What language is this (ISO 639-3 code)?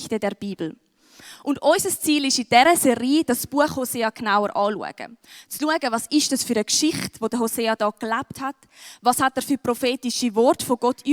gsw